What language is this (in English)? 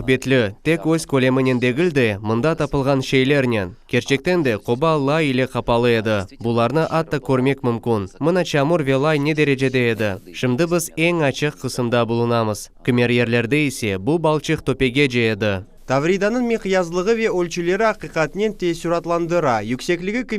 Crimean Tatar